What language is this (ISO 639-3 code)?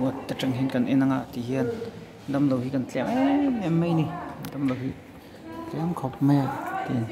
lus